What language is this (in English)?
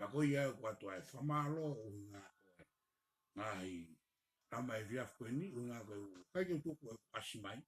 Tongan